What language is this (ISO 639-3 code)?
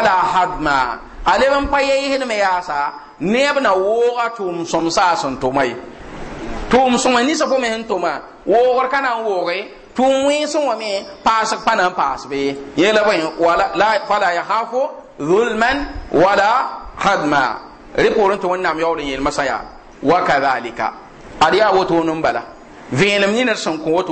mos